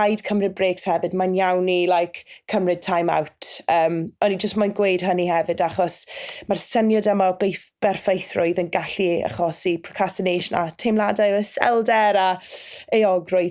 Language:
Welsh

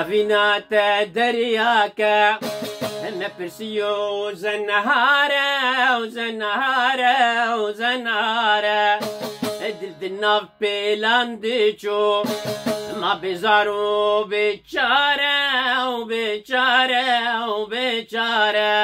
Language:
Kurdish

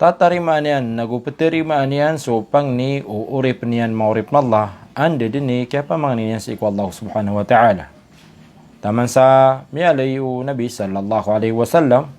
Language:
Maranao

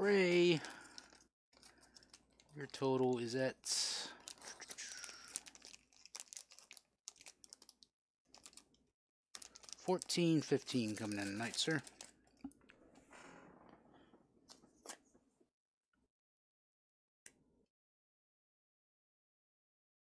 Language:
English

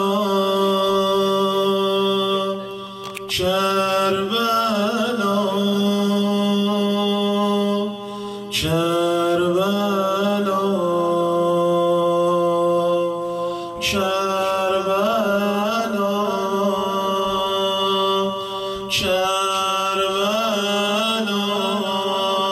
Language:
Persian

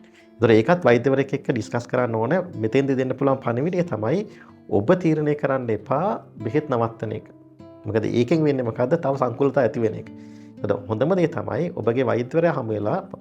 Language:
Sinhala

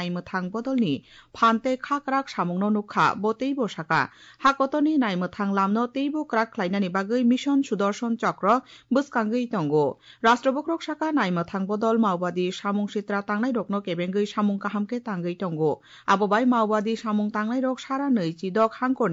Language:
Kok Borok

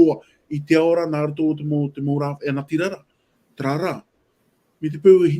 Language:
Tahitian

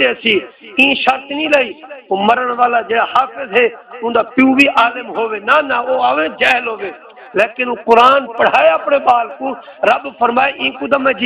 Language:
Saraiki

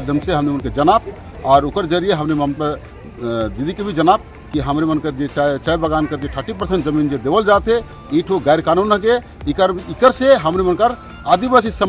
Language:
Sadri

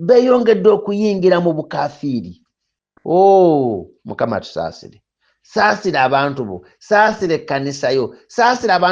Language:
Ganda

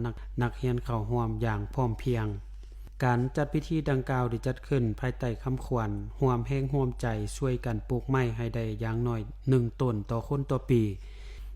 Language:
Lao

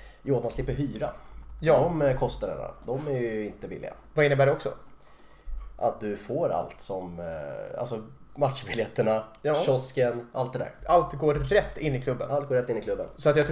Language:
Swedish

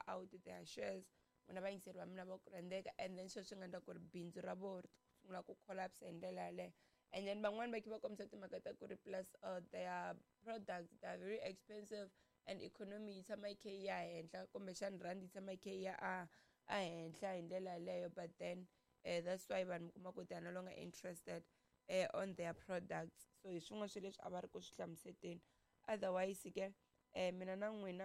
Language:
Tsonga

